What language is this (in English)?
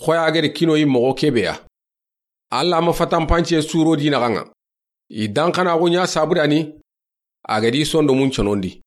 Soninke